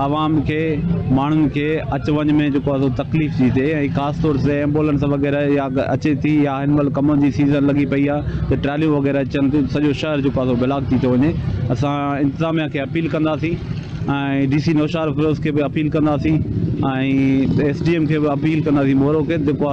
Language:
Sindhi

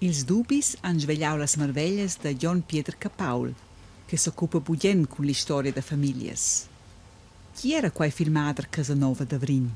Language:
Romansh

